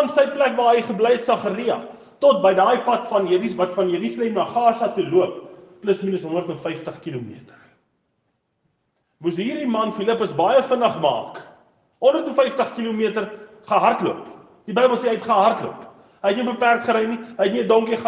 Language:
Afrikaans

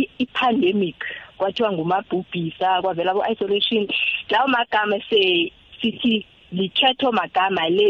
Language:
South Ndebele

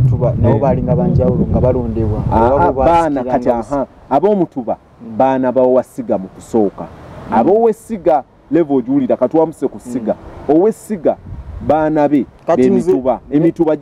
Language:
Ganda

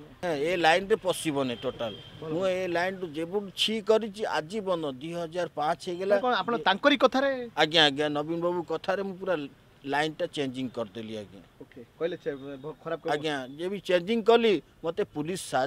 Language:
Odia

